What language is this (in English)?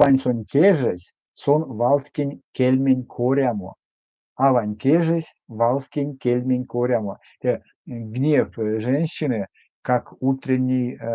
Erzya